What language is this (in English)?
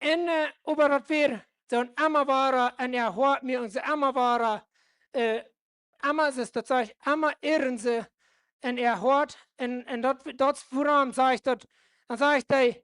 Plautdietsch